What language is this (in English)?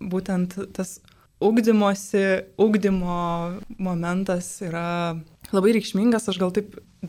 Lithuanian